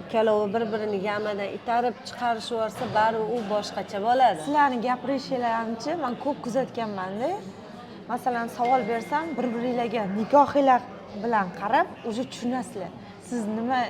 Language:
Uzbek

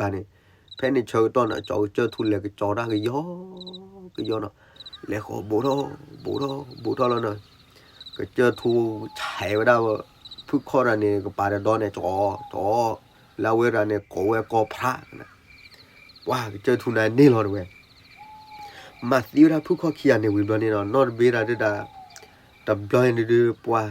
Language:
S'gaw Karen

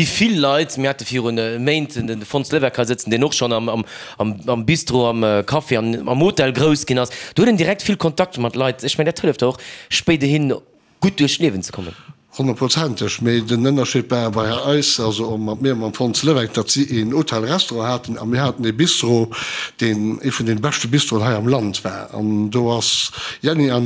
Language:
Luxembourgish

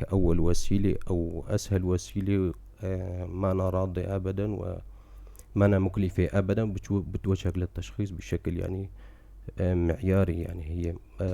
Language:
North Levantine Arabic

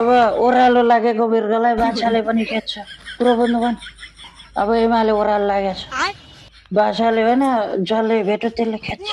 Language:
Nepali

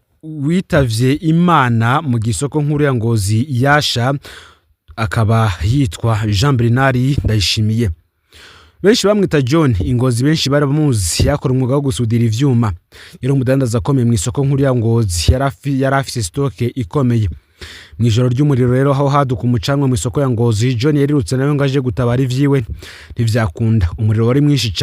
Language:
Rundi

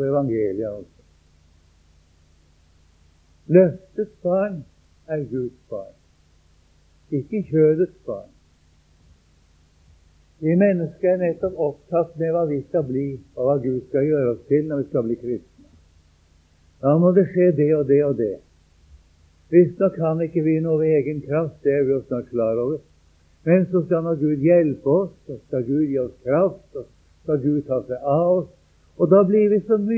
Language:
Norwegian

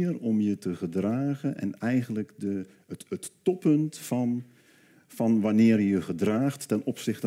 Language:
Dutch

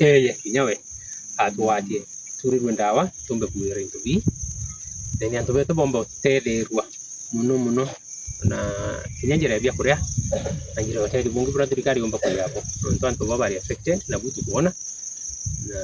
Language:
Meru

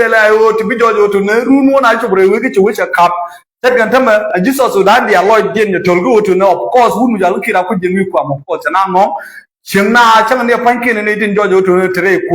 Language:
Nuer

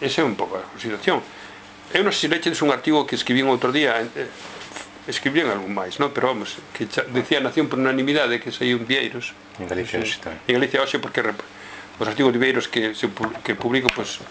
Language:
Galician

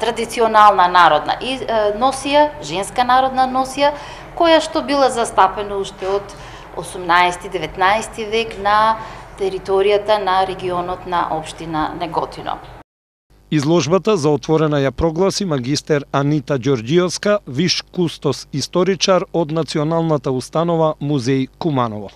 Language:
Macedonian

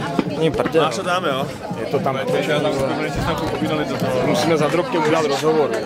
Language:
Czech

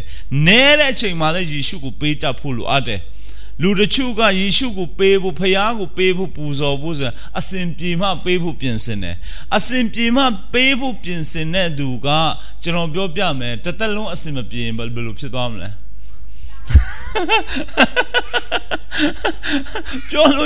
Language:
Burmese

